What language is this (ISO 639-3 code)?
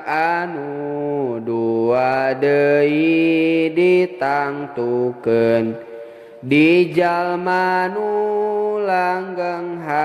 sun